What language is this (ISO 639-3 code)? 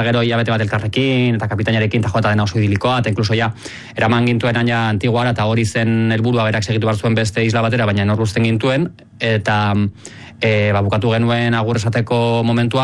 eus